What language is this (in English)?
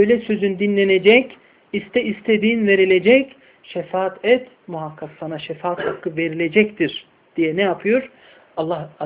Turkish